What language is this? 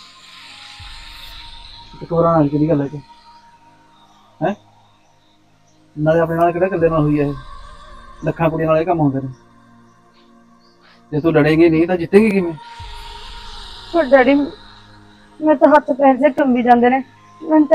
Punjabi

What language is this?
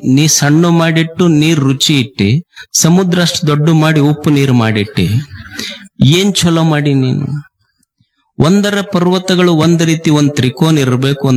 Kannada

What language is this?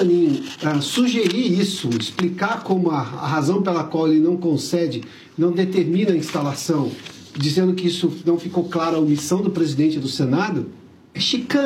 Portuguese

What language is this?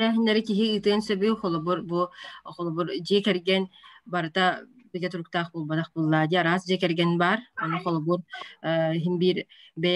Yakut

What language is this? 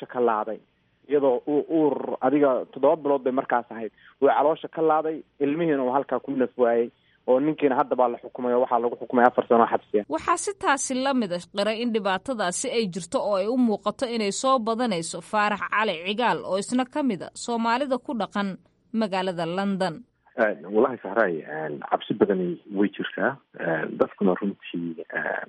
Somali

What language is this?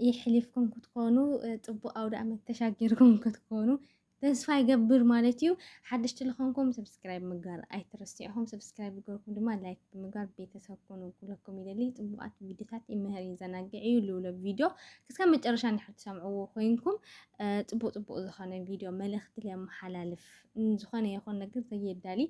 Tigrinya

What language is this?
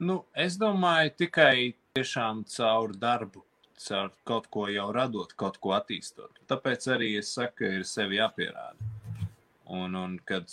Latvian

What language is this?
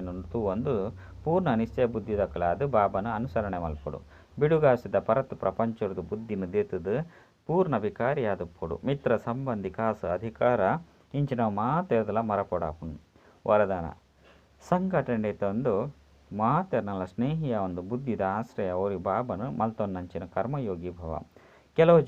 Tulu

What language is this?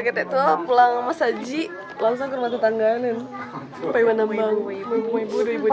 Minangkabau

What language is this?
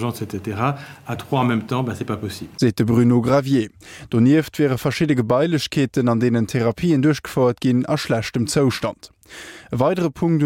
Luxembourgish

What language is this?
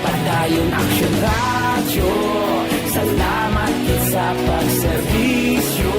Hiligaynon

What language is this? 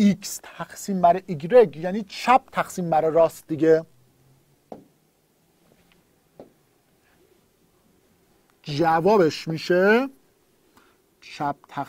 Persian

